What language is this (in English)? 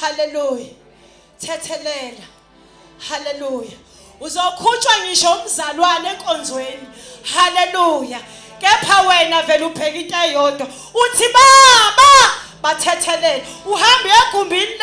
Zulu